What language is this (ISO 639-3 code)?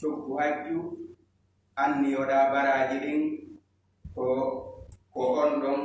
ful